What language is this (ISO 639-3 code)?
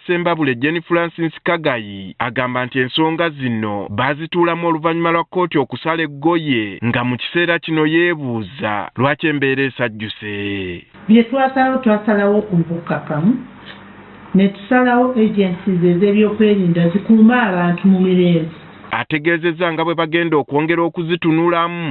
lug